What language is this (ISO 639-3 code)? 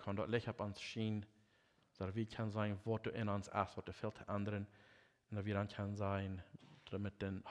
pdt